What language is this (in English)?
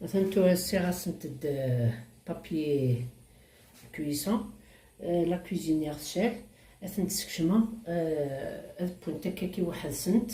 Kabyle